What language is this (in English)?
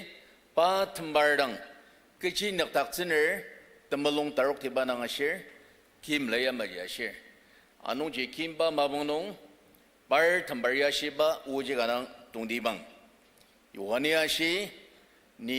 Ao Naga